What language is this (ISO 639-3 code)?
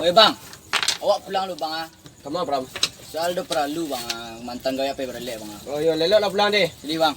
min